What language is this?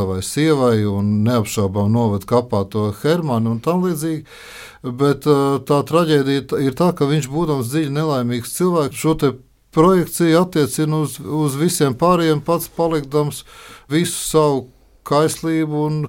Latvian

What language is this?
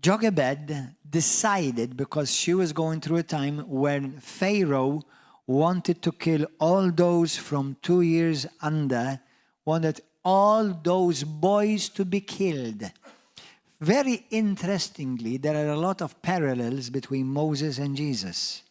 English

